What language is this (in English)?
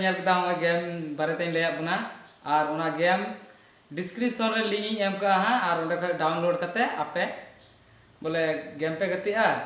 Santali